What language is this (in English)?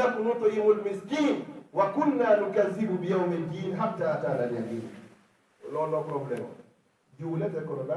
Fula